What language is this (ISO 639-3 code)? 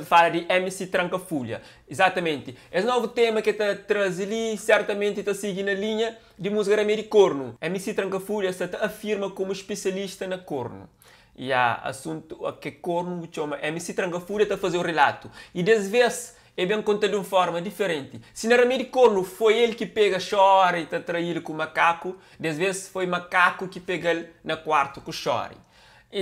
kea